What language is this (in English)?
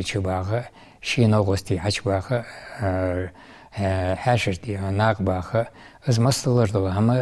Ingush